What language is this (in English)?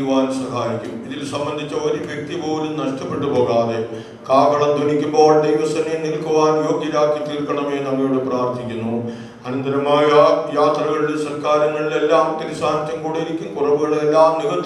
Malayalam